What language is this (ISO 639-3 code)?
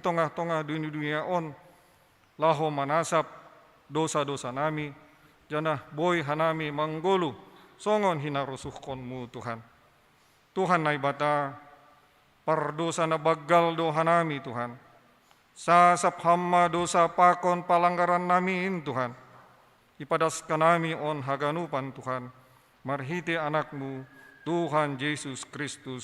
bts